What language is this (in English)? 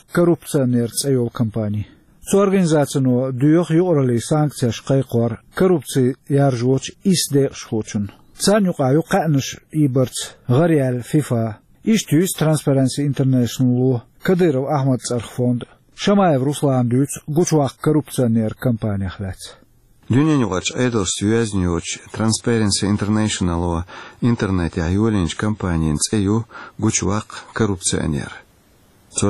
Chechen